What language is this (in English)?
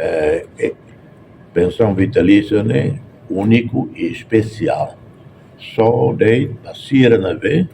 Tetum